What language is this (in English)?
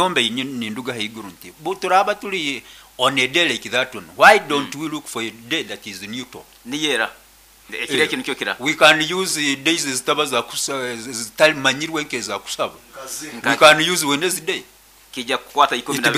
Nyoro